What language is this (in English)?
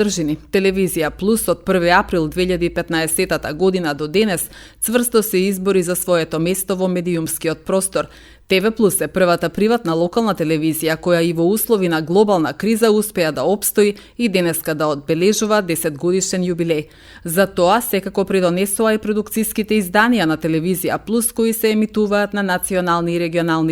Macedonian